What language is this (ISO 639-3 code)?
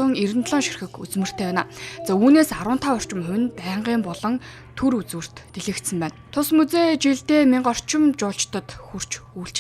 mon